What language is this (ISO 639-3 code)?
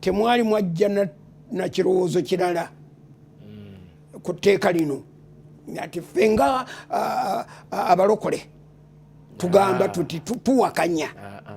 lug